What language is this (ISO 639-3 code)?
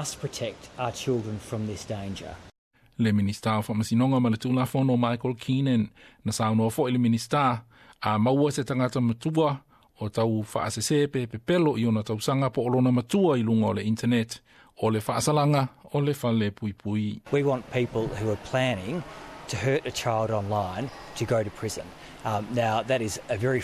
smo